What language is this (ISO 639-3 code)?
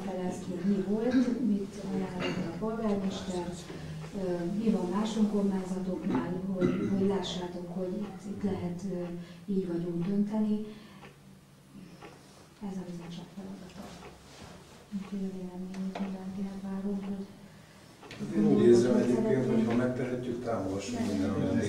hun